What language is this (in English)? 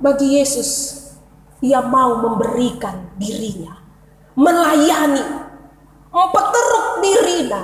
Batak Karo